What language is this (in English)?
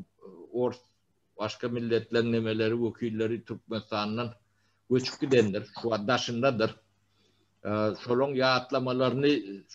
Turkmen